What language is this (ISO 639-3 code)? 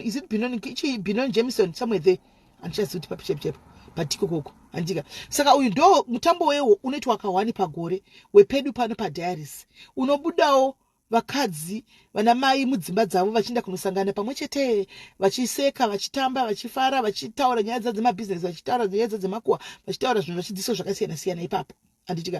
sna